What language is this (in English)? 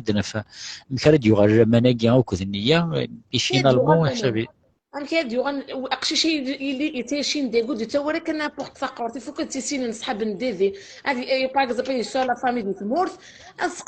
Kabyle